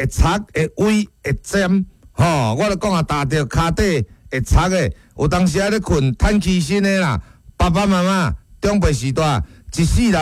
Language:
Min Nan Chinese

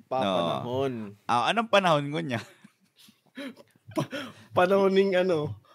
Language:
Bikol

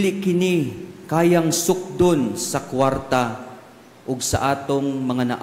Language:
Cebuano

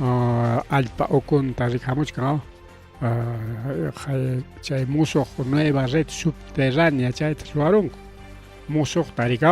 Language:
Ayacucho Quechua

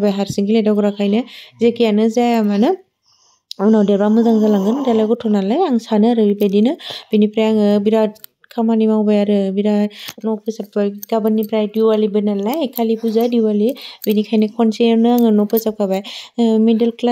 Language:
Bodo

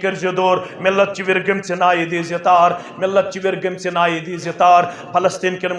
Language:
Kashmiri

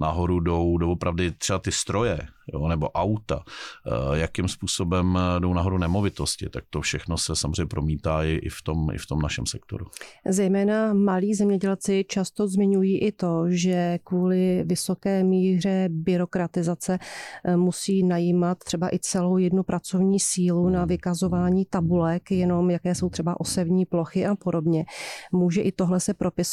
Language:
Czech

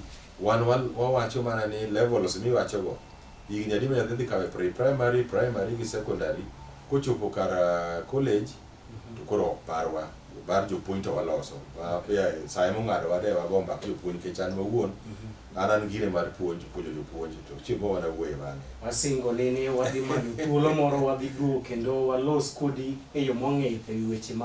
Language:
Luo (Kenya and Tanzania)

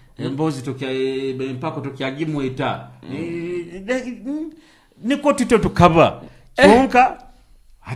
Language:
Nyoro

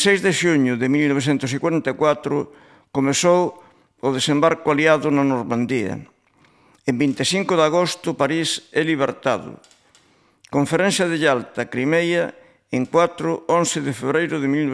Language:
Galician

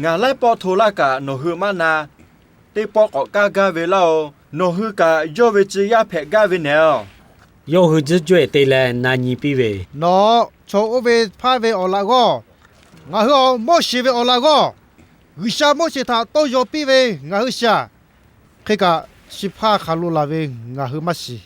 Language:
Lahu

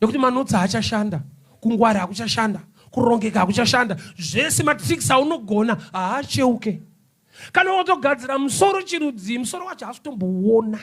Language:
Shona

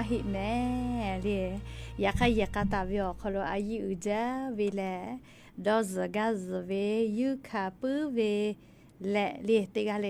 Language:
Lahu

